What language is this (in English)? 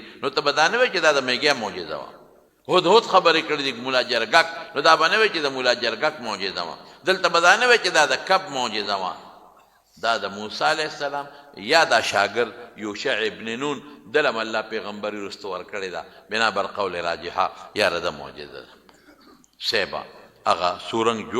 Pashto